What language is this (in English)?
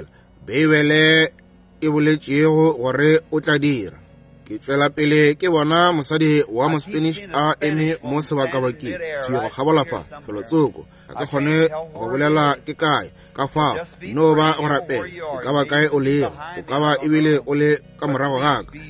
Northern Sotho